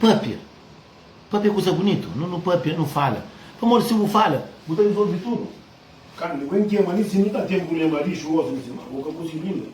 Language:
Kabuverdianu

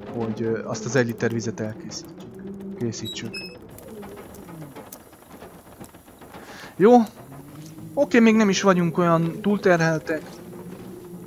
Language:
Hungarian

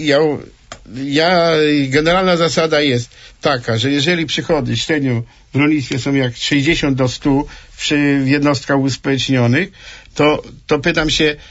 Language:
Polish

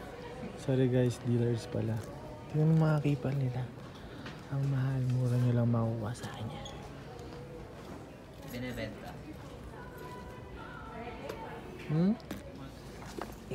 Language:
Filipino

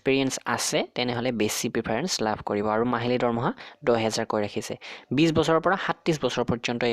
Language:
Assamese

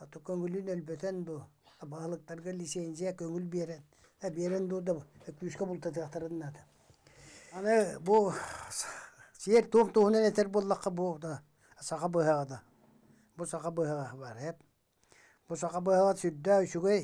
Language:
Yakut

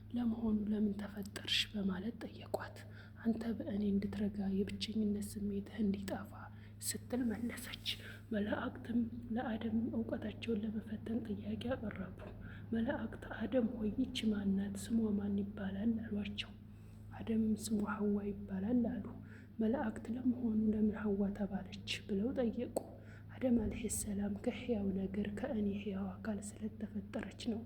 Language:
Amharic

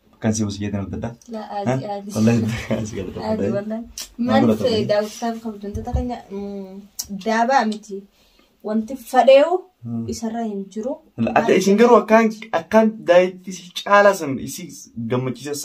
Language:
Oromo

